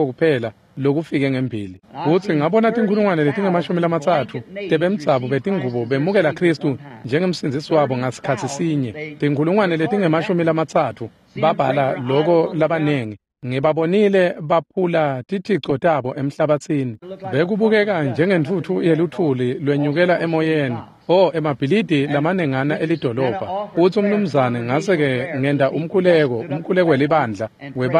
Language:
Swati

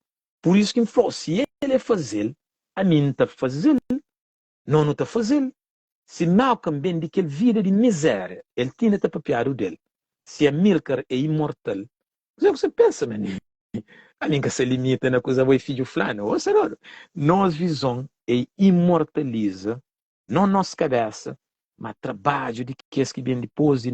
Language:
Kabuverdianu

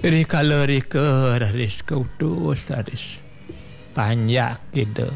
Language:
Balinese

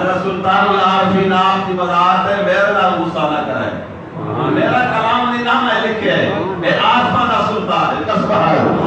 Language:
Saraiki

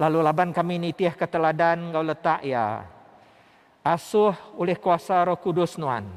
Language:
Iban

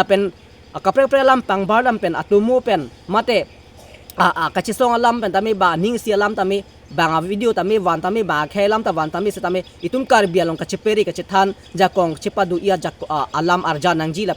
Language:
Karbi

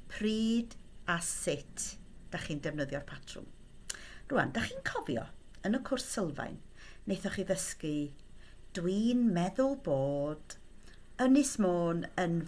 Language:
Welsh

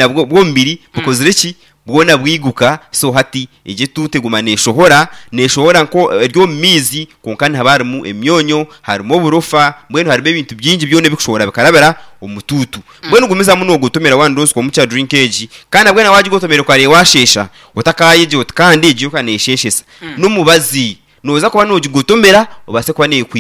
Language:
Nyankole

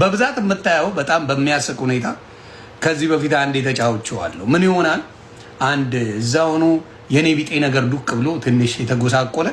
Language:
Amharic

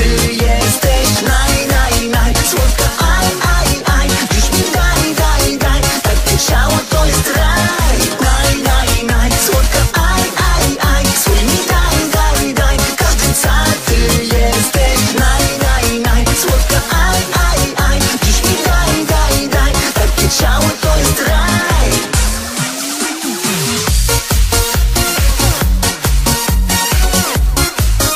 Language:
Polish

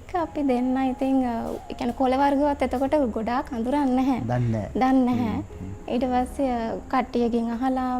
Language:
Sinhala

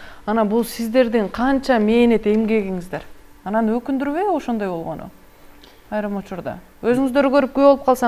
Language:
Kyrgyz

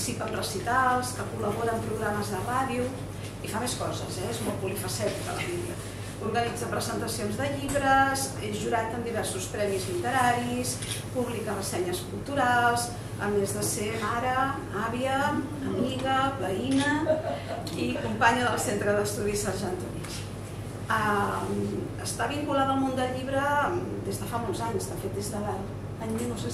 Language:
Catalan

